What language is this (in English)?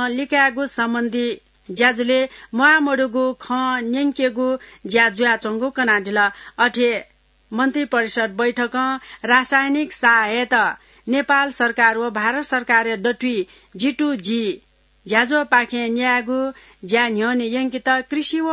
Newari